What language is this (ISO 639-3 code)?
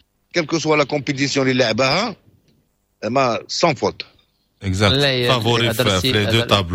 ary